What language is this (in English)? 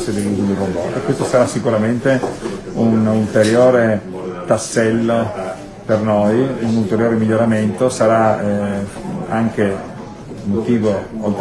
Italian